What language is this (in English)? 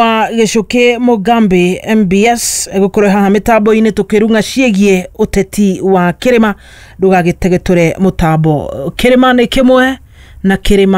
Kikuyu